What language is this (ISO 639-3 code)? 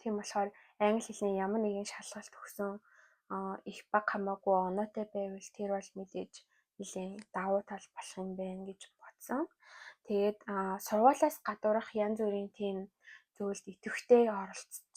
mon